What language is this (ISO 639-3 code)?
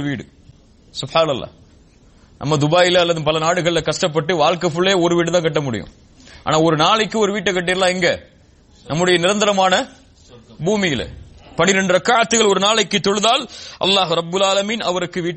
tam